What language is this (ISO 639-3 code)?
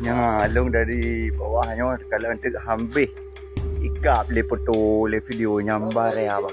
ace